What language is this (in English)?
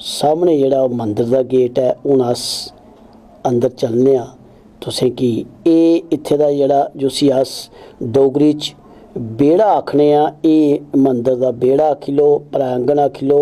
Dogri